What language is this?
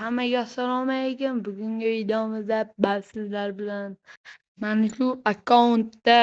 Uzbek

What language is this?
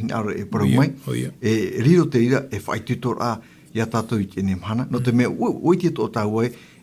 Tahitian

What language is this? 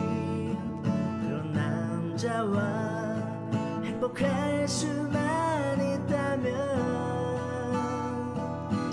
Korean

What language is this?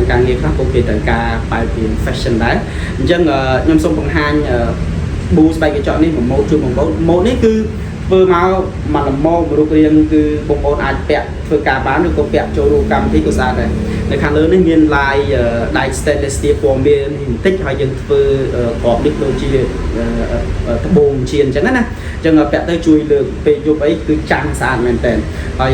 Khmer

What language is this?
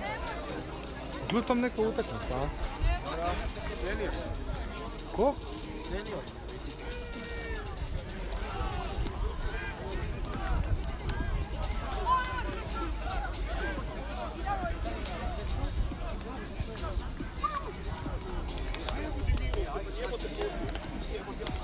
Croatian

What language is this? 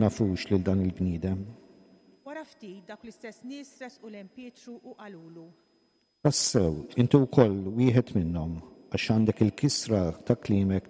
Maltese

